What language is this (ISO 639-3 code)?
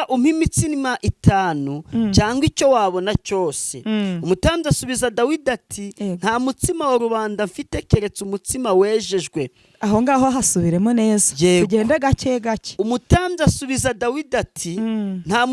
kin